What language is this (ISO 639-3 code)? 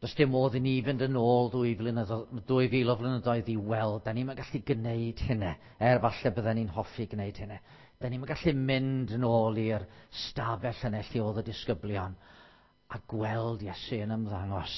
cym